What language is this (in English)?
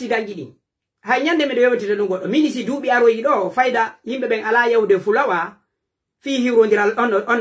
Pular